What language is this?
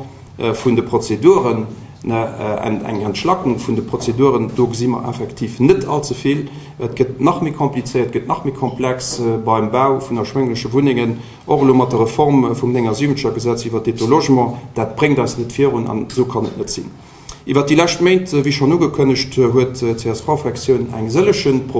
Luxembourgish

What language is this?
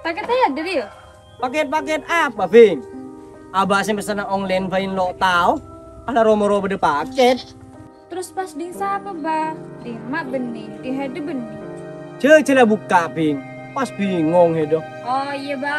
Madurese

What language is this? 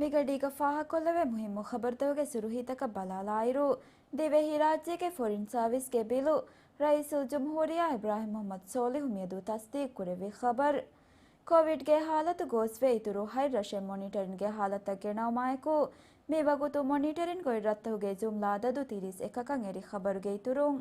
Divehi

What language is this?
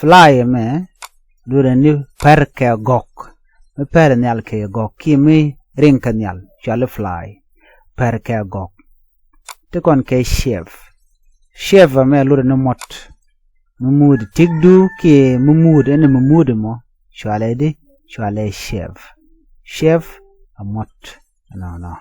Nuer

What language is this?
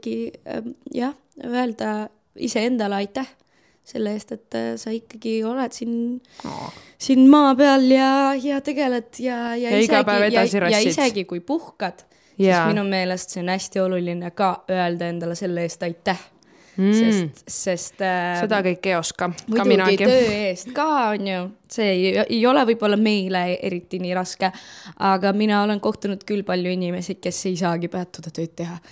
Estonian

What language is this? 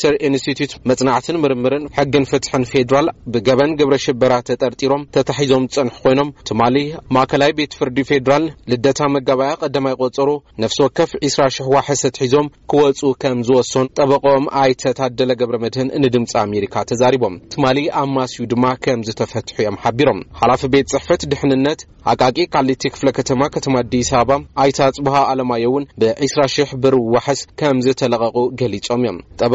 Tigrinya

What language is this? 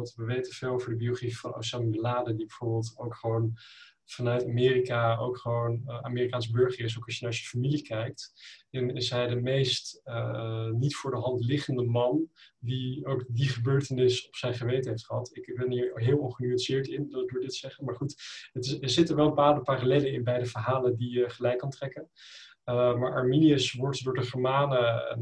Dutch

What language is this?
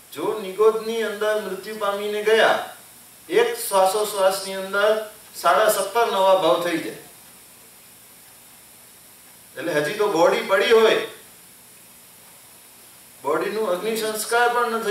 Gujarati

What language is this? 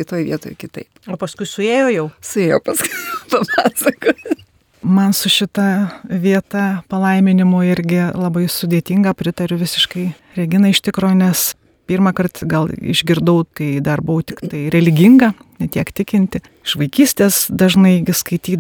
Lithuanian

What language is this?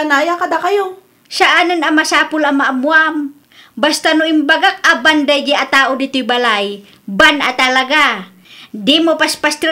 Iloko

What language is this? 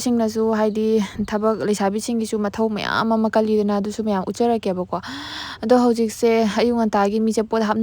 Manipuri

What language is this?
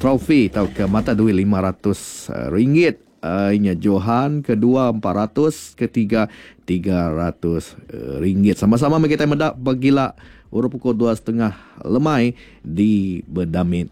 Iban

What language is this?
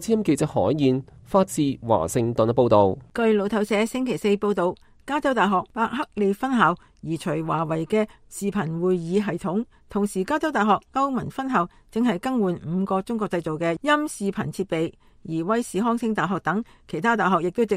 Cantonese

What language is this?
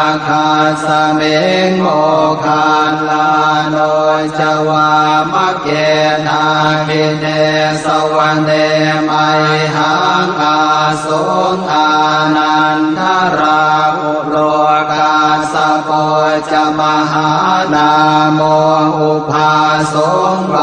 Pali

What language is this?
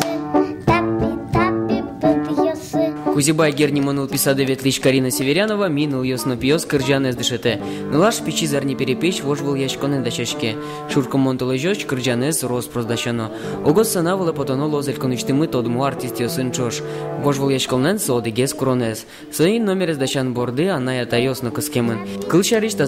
Udmurt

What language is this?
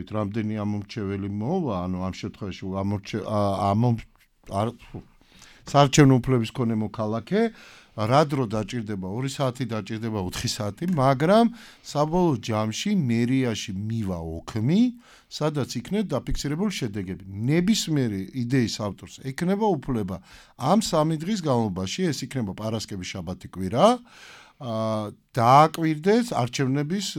Georgian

